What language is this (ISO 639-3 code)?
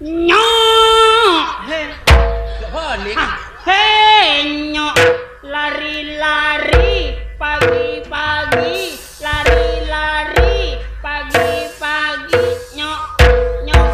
mad